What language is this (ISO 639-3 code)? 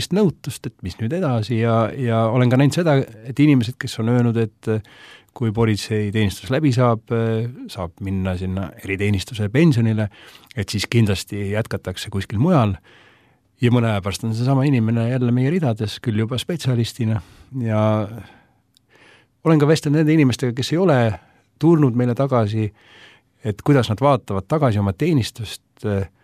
est